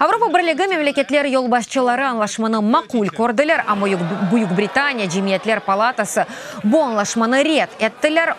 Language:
Crimean Tatar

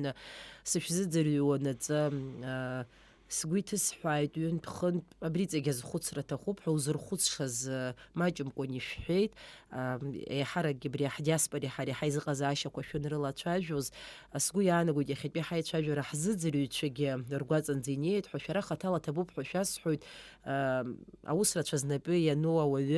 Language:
Abkhazian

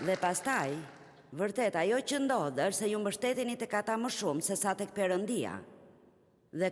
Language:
Albanian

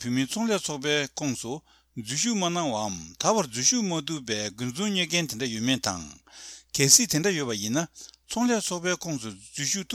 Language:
Tibetan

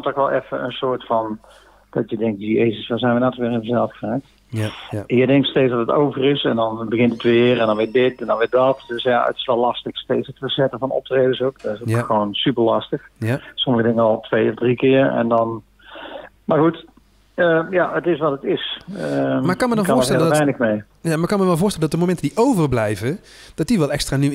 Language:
Dutch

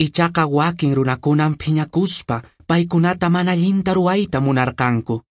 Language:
Quechua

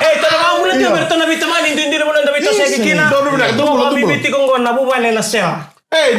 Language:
Fijian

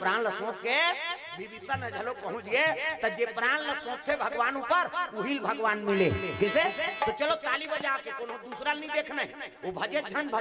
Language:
Chhattisgarhi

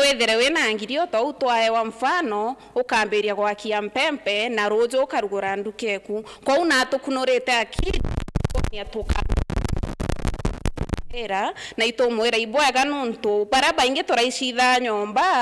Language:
Meru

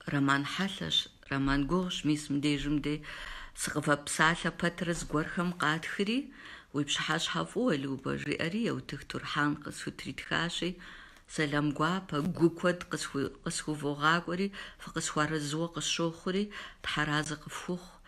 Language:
Kabardian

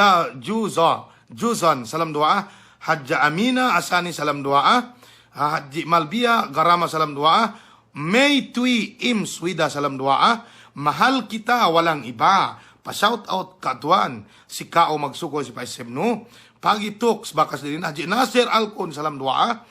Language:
Yakan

